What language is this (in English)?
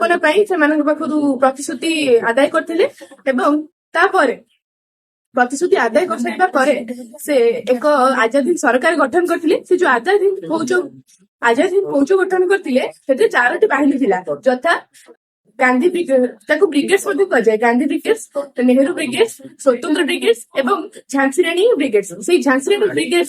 Odia